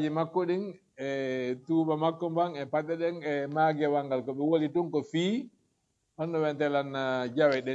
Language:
Fula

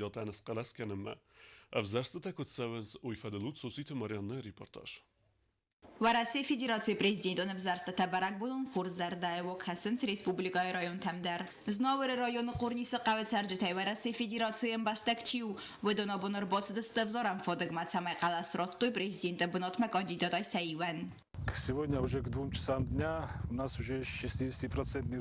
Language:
Ossetic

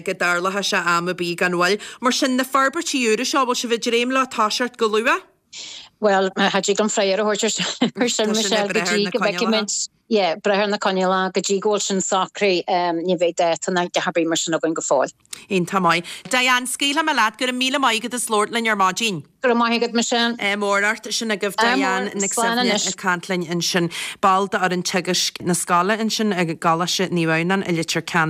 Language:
Irish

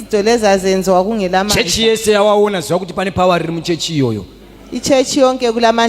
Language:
Shona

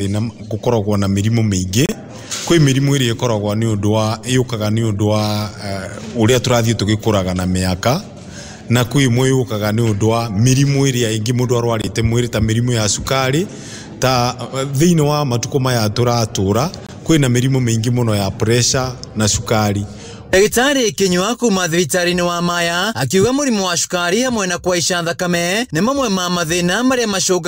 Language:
Kikuyu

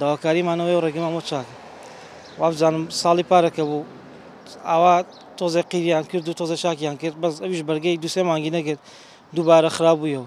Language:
Central Kurdish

